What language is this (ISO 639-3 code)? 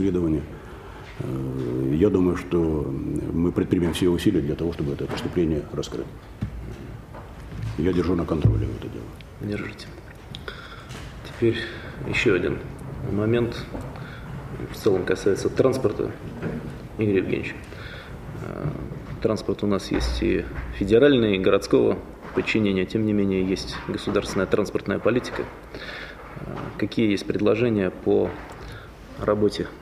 rus